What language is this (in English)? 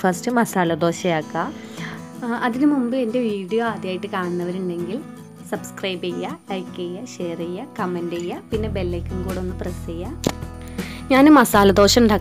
Malayalam